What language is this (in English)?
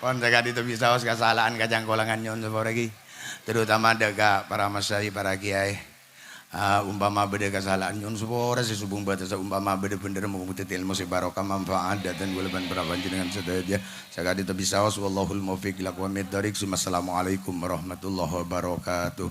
Madurese